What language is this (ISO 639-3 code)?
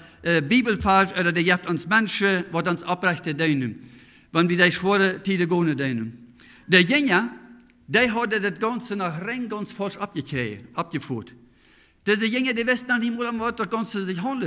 pdt